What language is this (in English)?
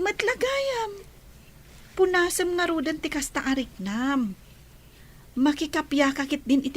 Iloko